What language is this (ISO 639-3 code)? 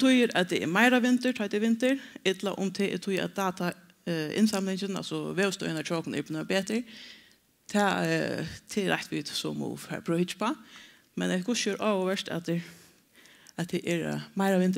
fao